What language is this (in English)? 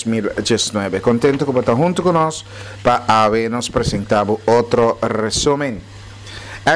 Papiamento